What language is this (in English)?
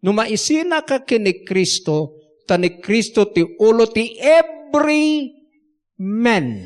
Iloko